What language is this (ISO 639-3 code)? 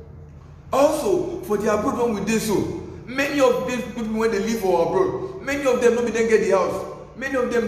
pcm